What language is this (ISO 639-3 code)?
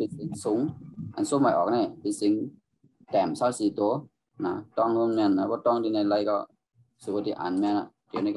shn